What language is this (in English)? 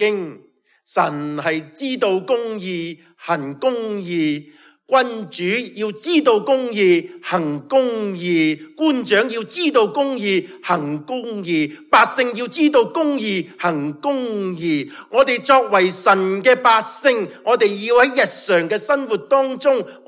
Cantonese